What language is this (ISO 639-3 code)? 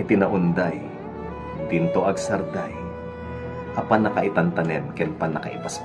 ilo